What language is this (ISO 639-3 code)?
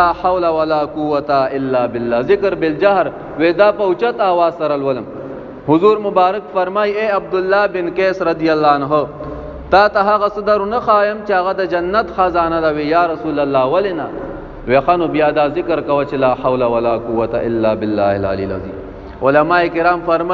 pus